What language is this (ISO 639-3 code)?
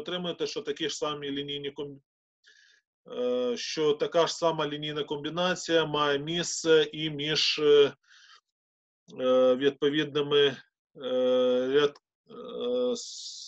ukr